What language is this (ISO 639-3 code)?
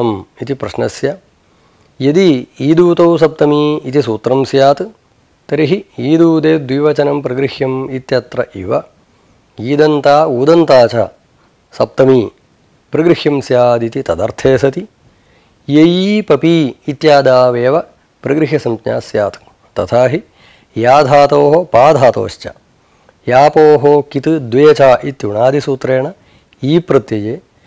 san